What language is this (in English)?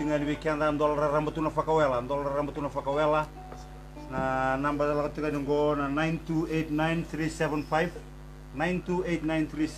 Fijian